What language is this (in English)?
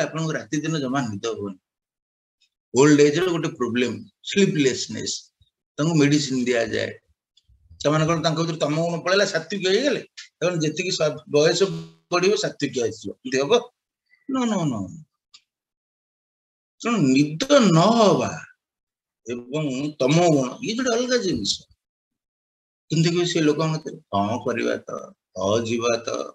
Odia